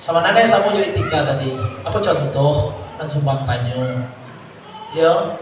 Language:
Minangkabau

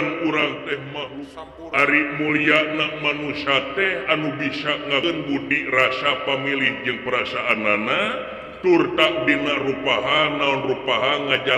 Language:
Sundanese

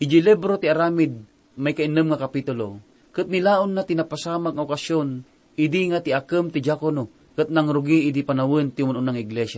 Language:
Iloko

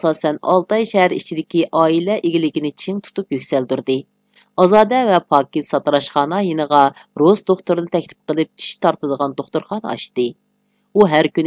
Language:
Uyghur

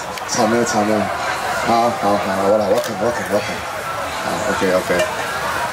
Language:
Chinese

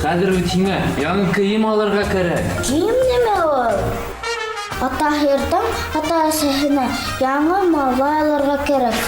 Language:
Bashkir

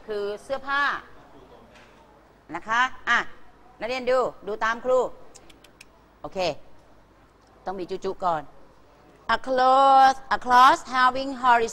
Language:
Thai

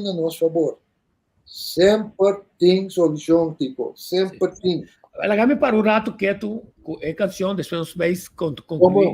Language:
Papiamento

